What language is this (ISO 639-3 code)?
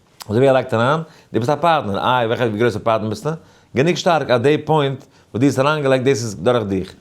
yid